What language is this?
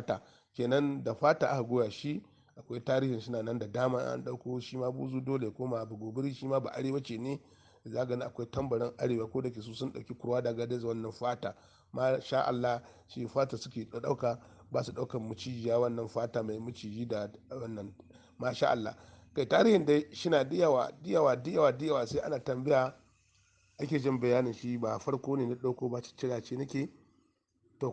Hausa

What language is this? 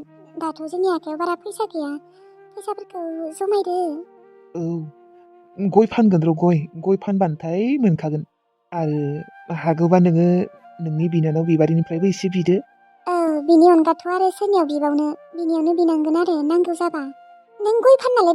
Bodo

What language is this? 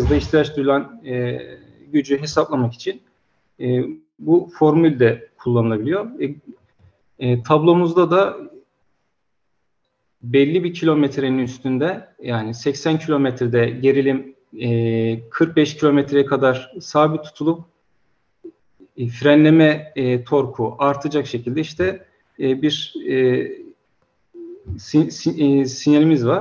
Turkish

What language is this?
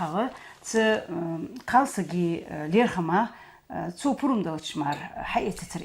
Ingush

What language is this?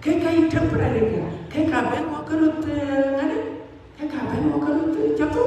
Dinka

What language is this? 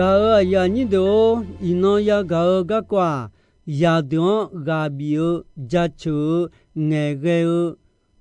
Akha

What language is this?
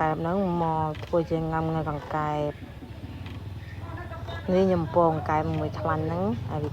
Khmer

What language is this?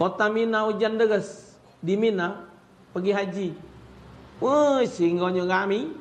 Musi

